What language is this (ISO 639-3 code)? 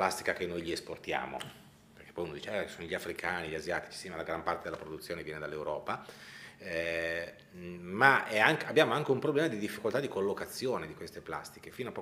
ita